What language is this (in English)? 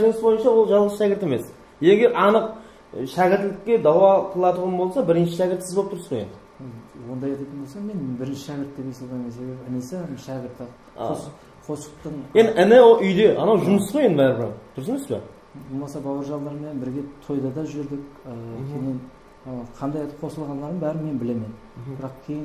Kara-Kalpak